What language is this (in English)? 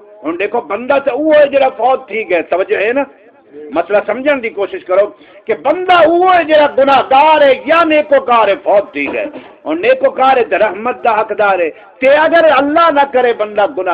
Saraiki